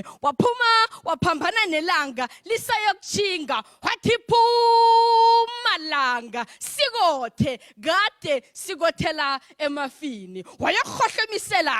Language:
Zulu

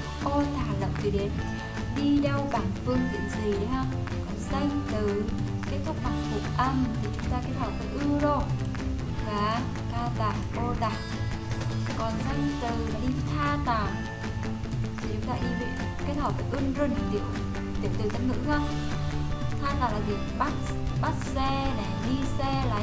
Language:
Vietnamese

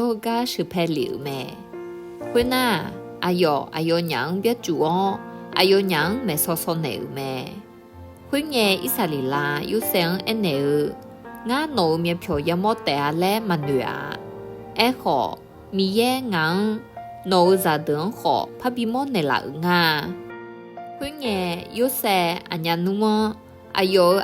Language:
Akha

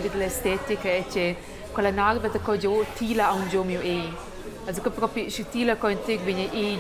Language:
Romansh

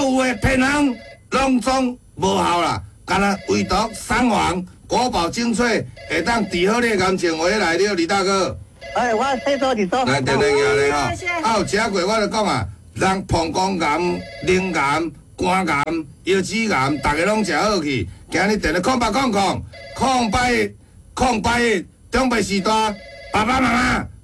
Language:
Min Nan Chinese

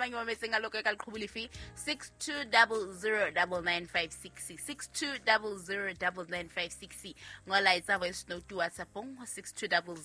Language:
Southern Sotho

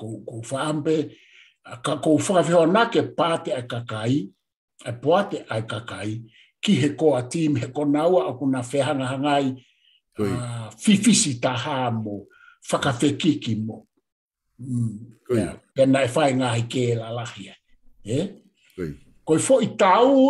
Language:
Tongan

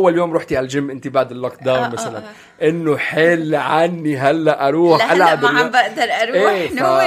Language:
North Levantine Arabic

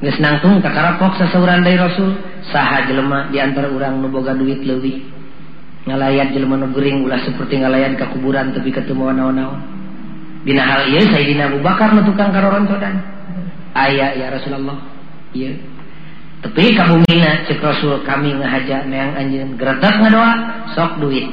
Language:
Sundanese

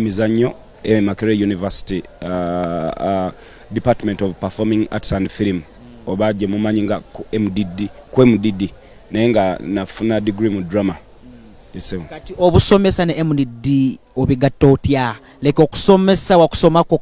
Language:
Ganda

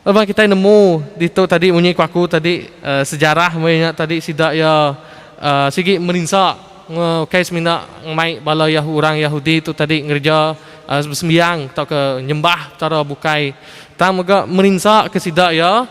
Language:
Iban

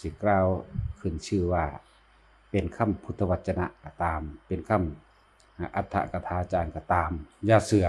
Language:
Lao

